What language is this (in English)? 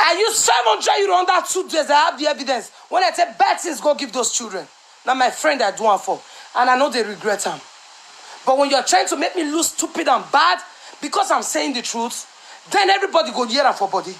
Nigerian Pidgin